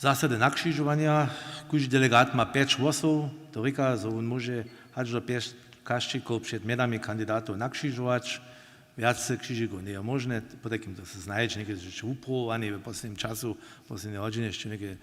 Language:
Upper Sorbian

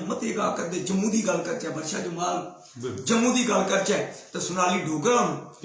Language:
Dogri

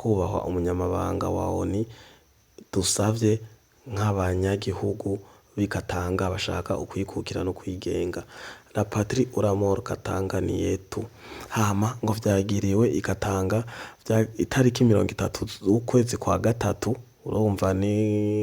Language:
Rundi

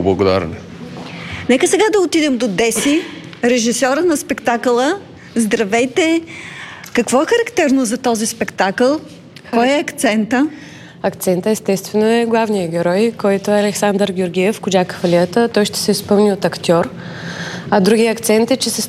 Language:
Bulgarian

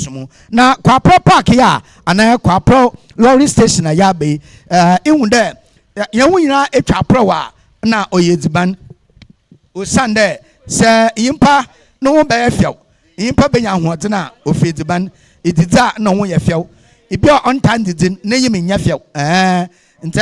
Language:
Akan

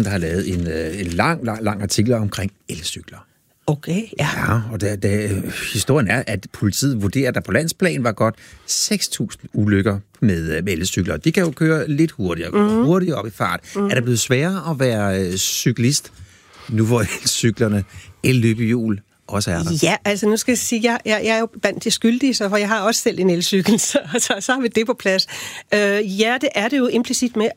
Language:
Danish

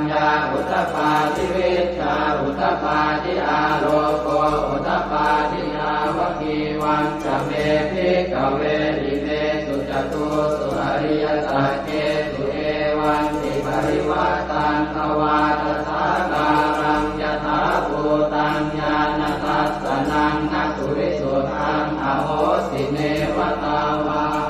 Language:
Pali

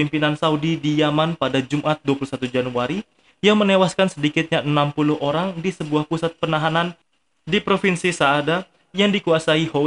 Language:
Indonesian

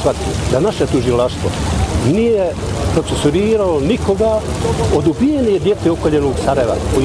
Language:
Bosnian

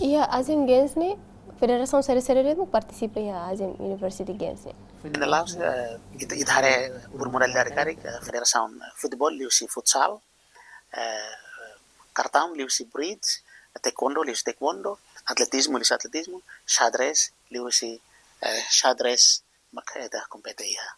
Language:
Tetum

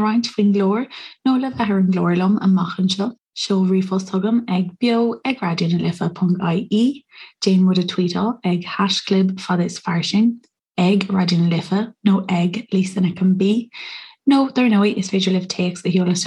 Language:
Irish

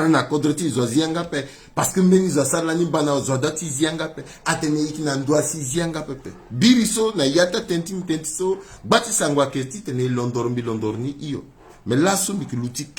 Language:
Sango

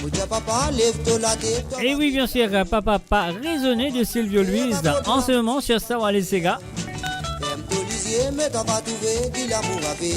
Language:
Morisyen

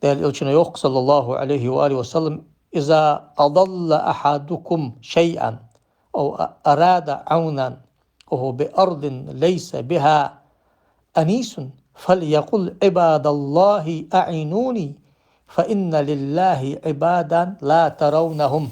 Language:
Ingush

